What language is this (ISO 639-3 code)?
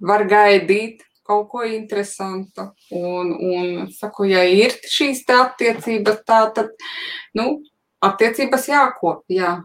lav